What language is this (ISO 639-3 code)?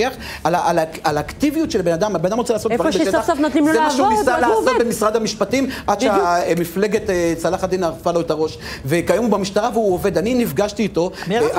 heb